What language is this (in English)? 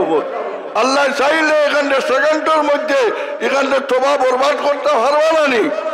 Sylheti